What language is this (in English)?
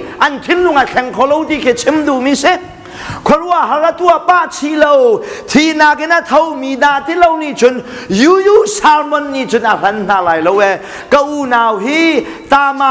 Hakha Chin